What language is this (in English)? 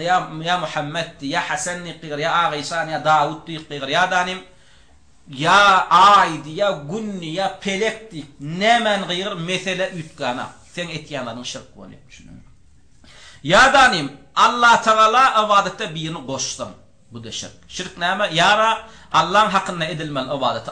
Turkmen